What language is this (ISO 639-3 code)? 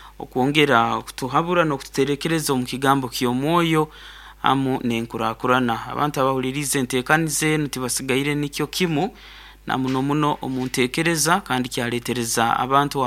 nyo